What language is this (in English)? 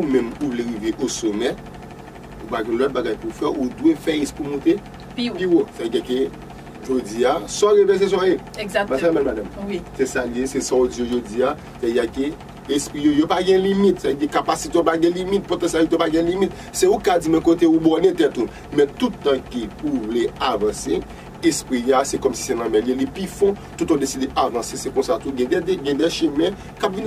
Haitian Creole